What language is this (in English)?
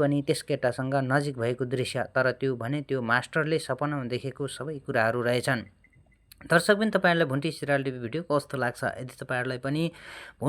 Nepali